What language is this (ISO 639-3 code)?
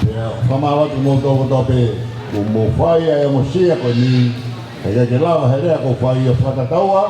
ton